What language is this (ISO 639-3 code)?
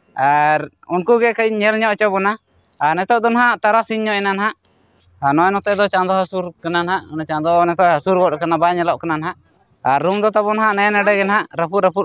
sat